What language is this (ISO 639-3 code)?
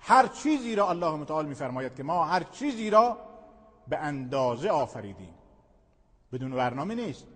fas